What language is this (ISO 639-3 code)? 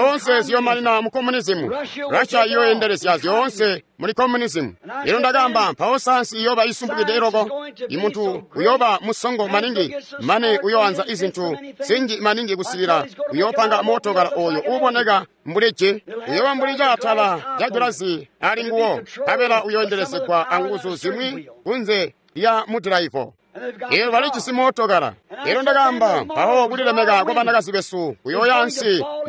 toi